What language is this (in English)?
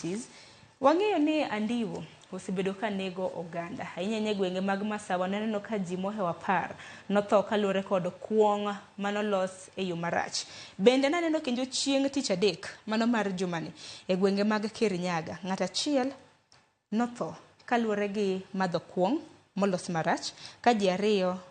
Luo (Kenya and Tanzania)